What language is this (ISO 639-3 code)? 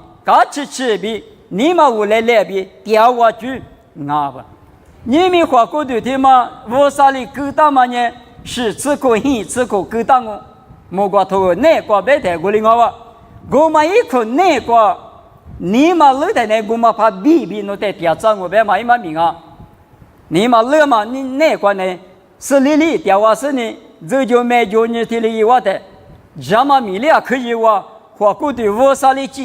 lis